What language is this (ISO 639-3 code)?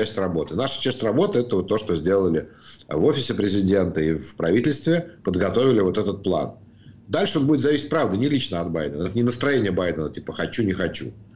rus